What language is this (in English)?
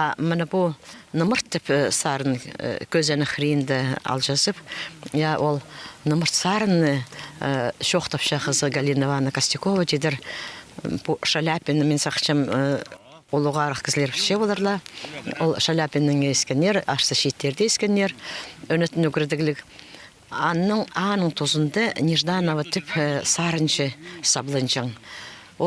Khakas